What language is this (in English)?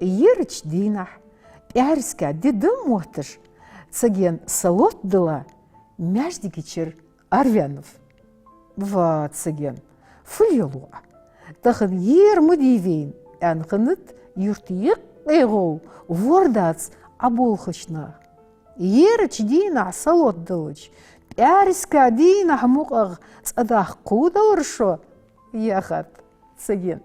Ingush